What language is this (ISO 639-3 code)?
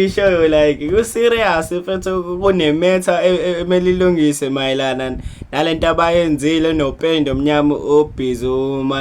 zul